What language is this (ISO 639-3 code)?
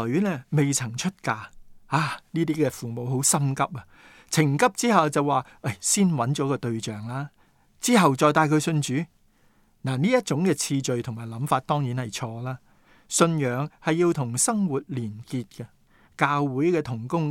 yue